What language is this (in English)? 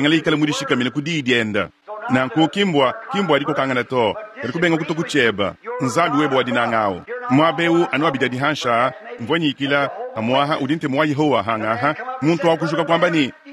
Luba-Lulua